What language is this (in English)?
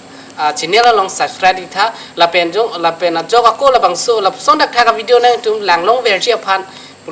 Karbi